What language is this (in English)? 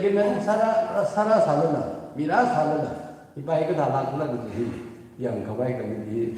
Tangkhul Naga (India)